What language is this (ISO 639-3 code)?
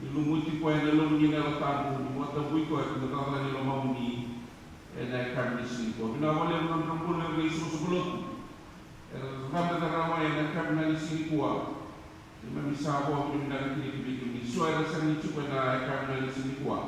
fij